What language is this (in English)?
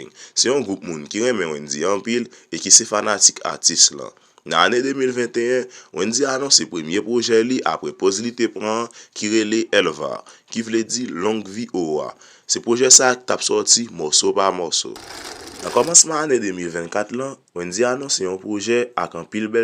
Haitian Creole